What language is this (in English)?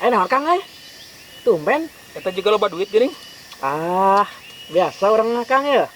Sundanese